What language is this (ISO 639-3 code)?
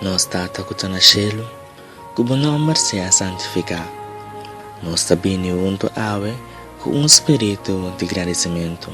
pap